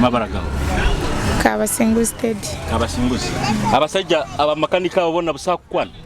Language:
Nyoro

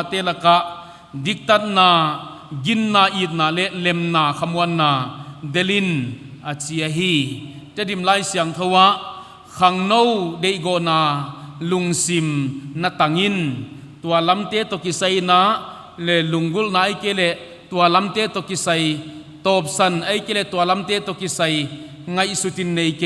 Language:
Paite Chin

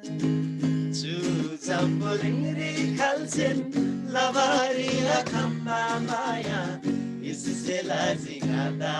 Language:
Eastern Tamang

